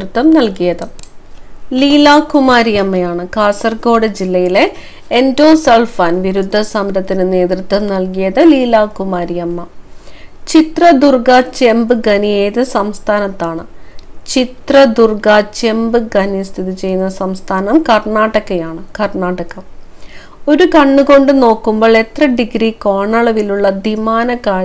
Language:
Malayalam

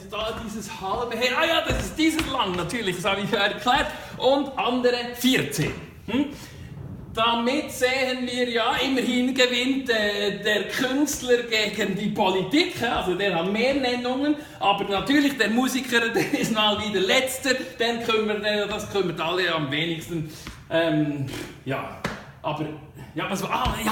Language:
Swiss German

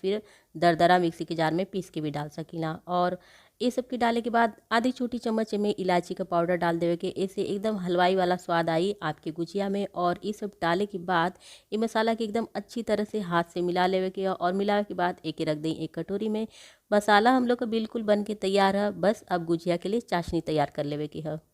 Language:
Bhojpuri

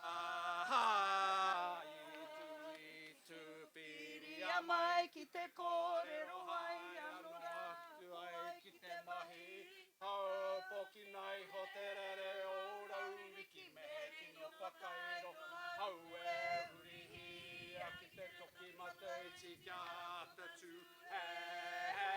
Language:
Māori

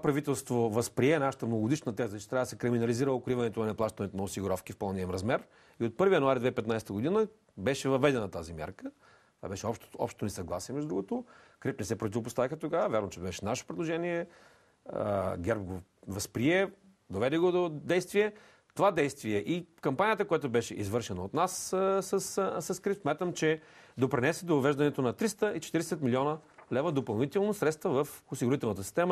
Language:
Bulgarian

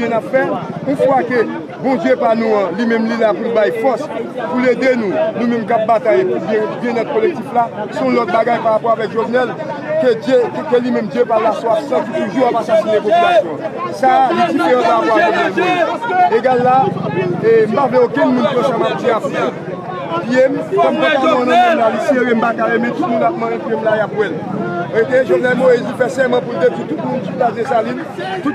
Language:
Haitian Creole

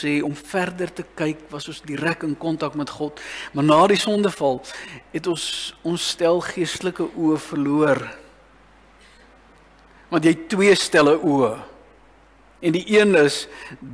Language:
Afrikaans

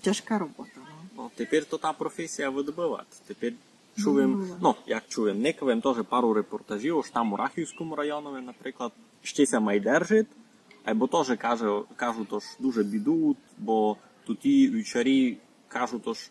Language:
Rusyn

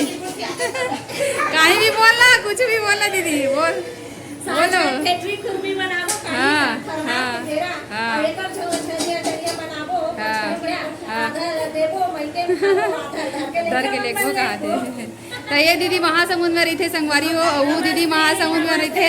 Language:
Chhattisgarhi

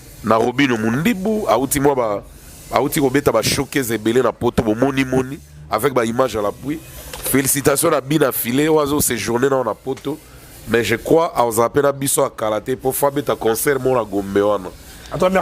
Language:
Lingala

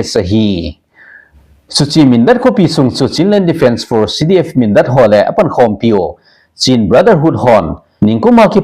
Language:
Thado Chin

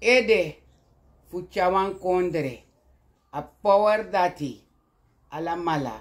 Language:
Sranan Tongo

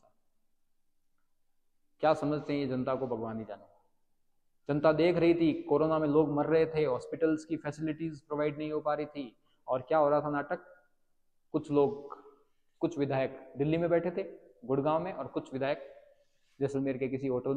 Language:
Hindi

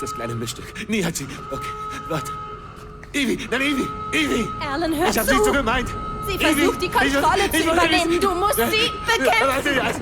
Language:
Bavarian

